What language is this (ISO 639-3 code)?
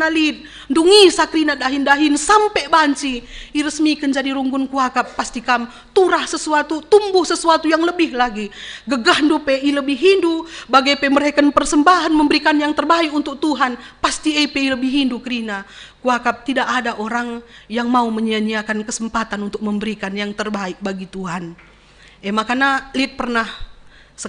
btx